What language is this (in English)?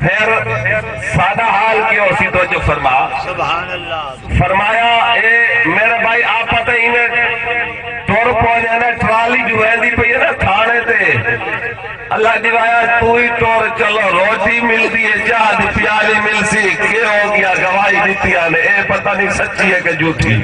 Saraiki